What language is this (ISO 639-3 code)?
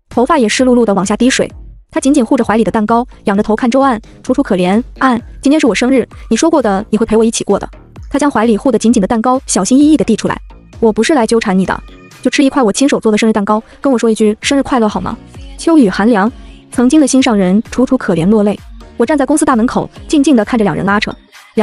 zho